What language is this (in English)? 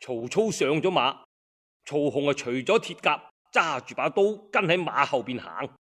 Cantonese